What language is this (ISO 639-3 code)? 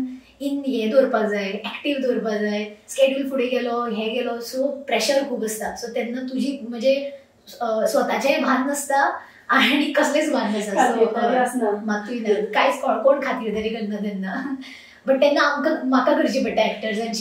kok